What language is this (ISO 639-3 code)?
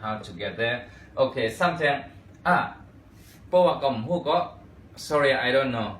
shn